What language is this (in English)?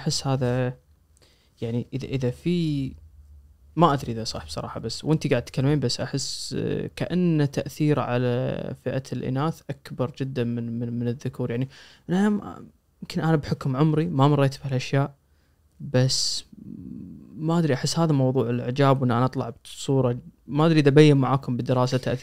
Najdi Arabic